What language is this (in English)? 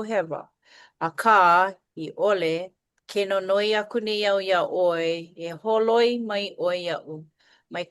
Hawaiian